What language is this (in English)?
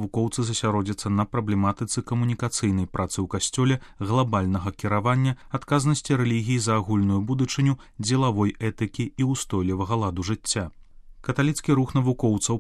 Belarusian